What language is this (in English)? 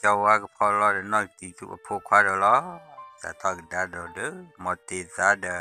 S'gaw Karen